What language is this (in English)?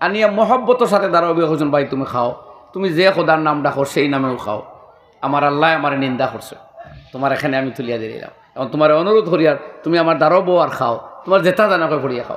Sylheti